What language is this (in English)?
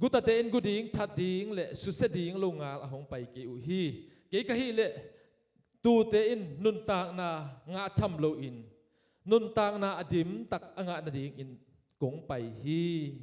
Tedim Chin